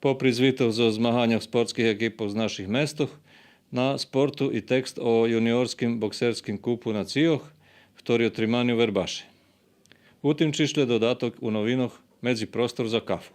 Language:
Rusyn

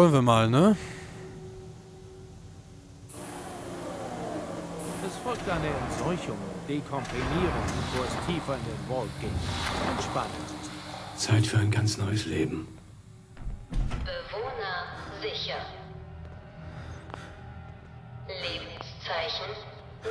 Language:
German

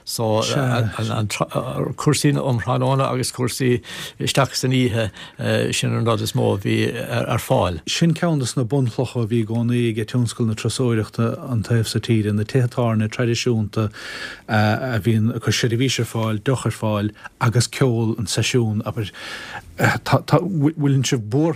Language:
Irish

